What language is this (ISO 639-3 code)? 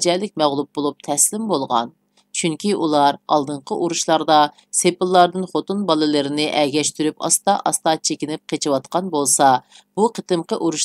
uig